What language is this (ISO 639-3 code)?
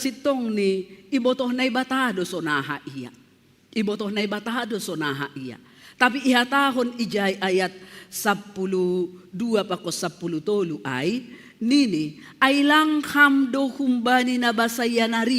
bts